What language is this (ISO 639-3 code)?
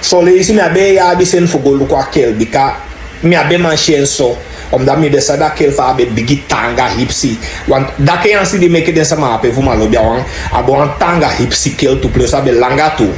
srn